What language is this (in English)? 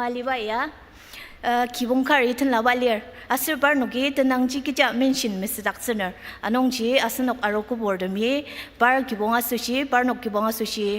Ao Naga